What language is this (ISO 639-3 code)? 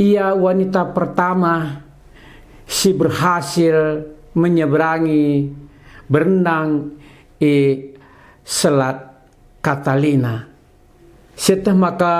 btx